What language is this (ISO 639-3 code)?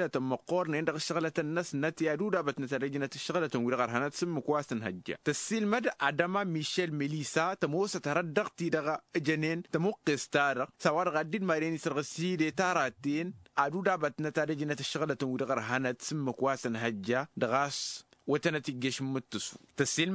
taq